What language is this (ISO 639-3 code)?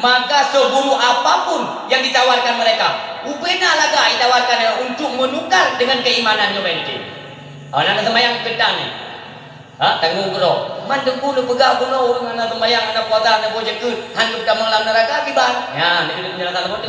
ace